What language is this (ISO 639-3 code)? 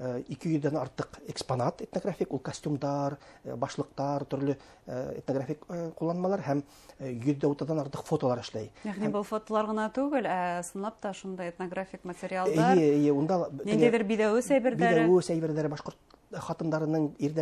bak